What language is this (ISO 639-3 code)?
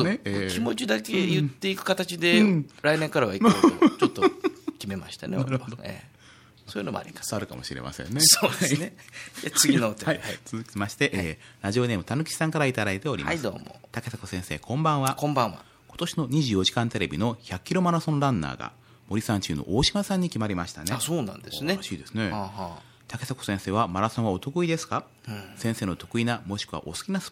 jpn